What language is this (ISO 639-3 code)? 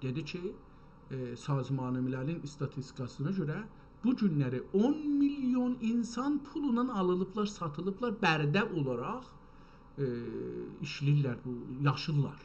azb